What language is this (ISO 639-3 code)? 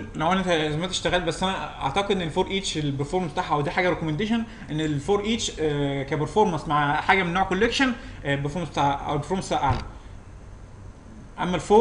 arz